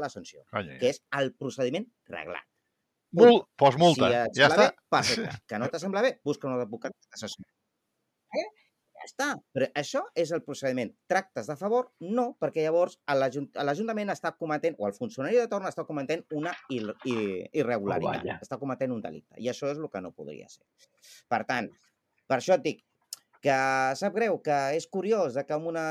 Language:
Catalan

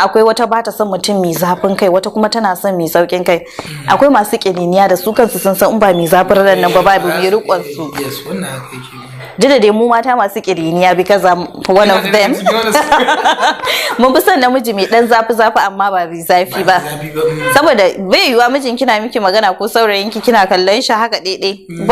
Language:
Hausa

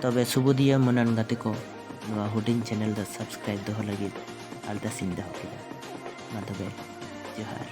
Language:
Santali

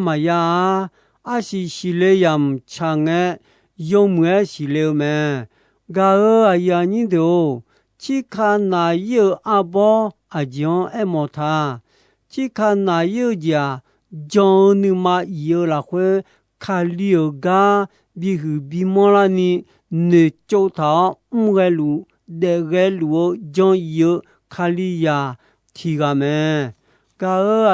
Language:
Akha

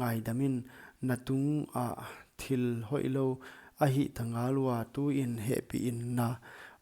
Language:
Paite Chin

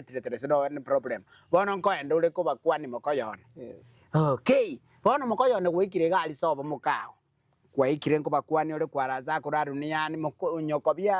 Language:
Gusii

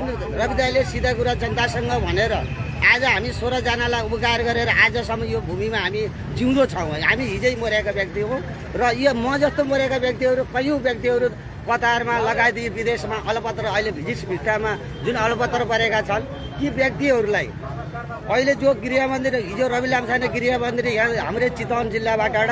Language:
Nepali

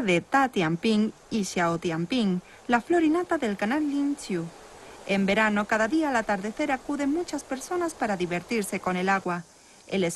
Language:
Spanish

